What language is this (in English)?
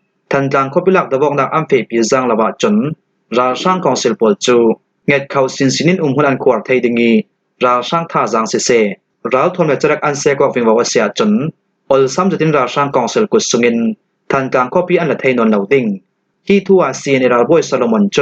Falam Chin